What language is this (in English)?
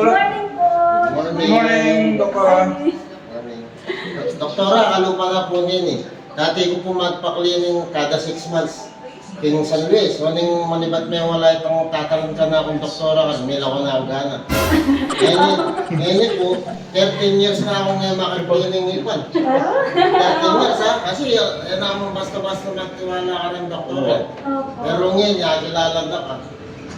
Pampanga